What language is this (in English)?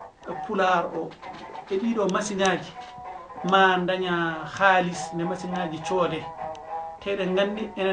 Fula